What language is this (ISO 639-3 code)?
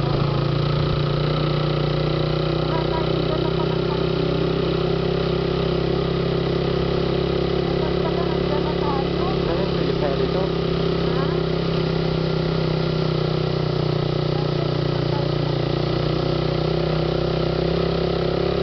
fil